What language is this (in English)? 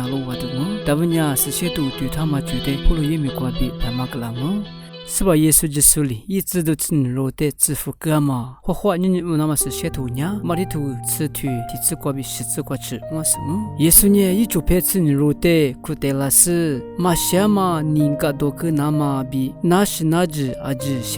Lisu